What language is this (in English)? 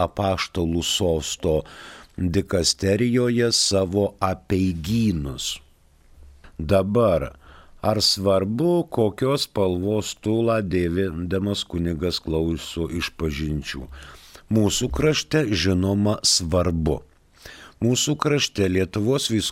Lithuanian